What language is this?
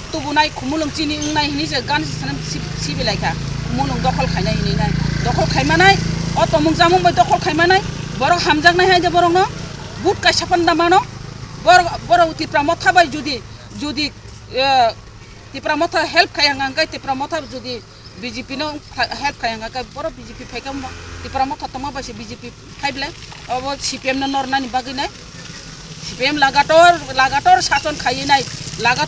Kok Borok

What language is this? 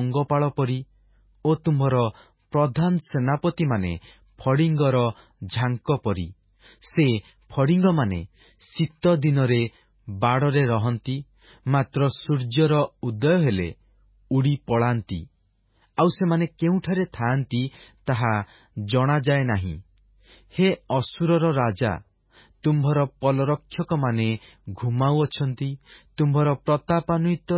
Odia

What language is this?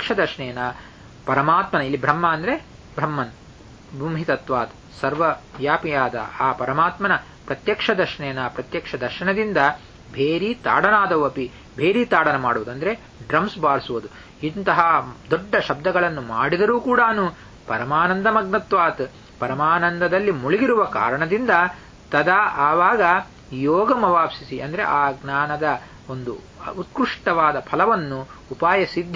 Kannada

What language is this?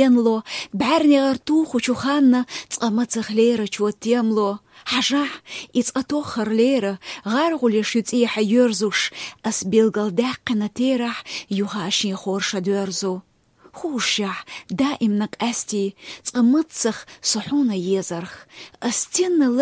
Chechen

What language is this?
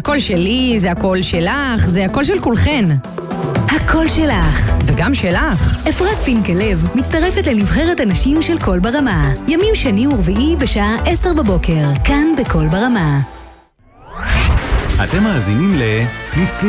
Hebrew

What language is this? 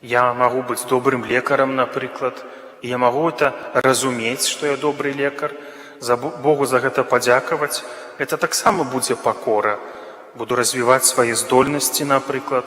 Belarusian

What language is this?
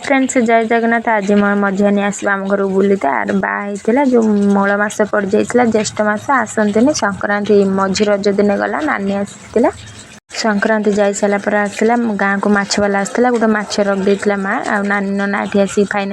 Odia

